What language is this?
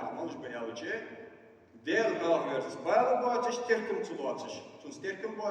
Ingush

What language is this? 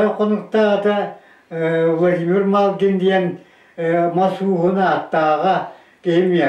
Yakut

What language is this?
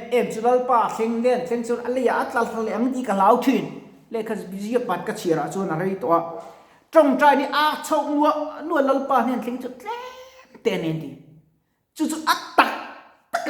Mizo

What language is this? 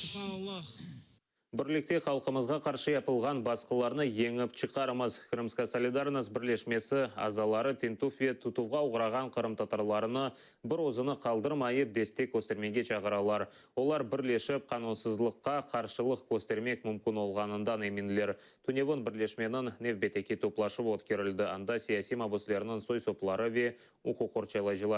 Crimean Tatar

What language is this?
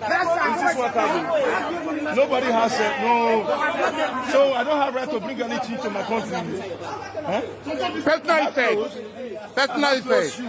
Nigerian Pidgin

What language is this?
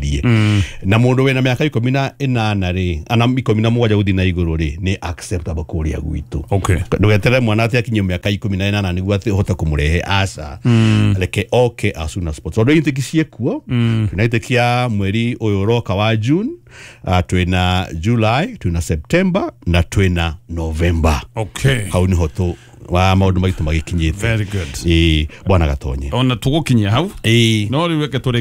Kikuyu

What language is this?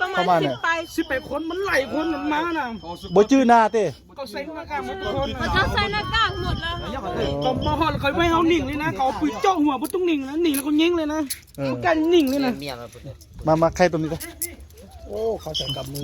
Lao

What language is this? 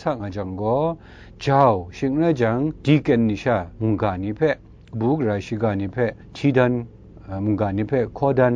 Kachin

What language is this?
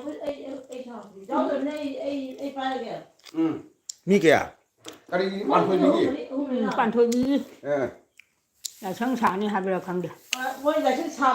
Manipuri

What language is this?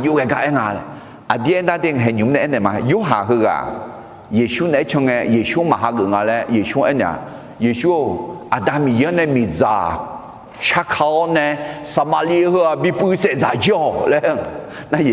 Akha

